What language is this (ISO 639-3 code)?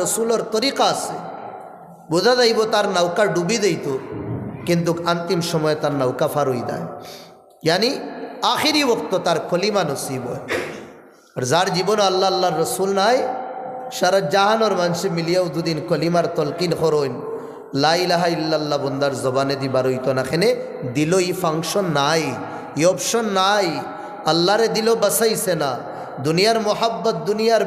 syl